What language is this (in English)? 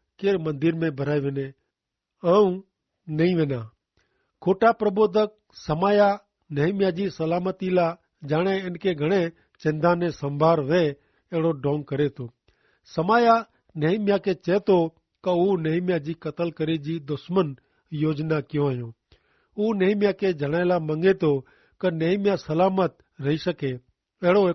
Kachhi